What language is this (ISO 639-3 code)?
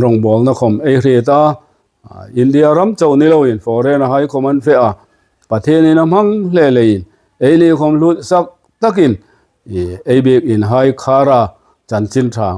hmr